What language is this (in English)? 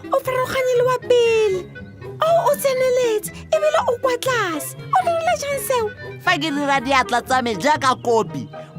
Tswana